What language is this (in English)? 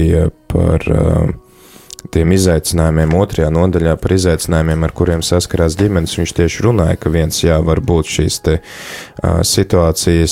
Latvian